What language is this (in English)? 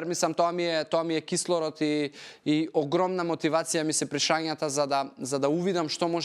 Macedonian